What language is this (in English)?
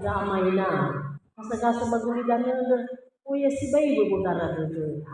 Nias